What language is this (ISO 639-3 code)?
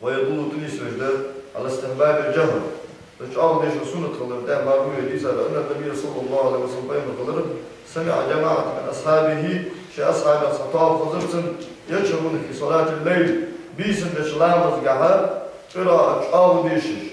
inh